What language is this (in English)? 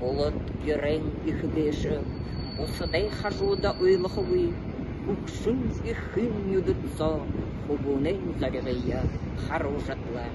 Buriat